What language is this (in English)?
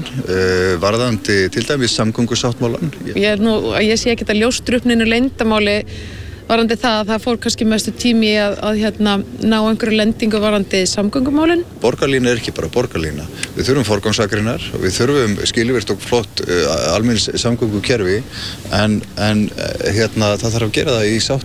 Icelandic